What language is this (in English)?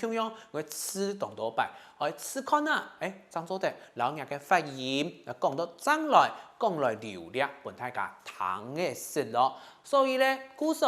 Hakka Chinese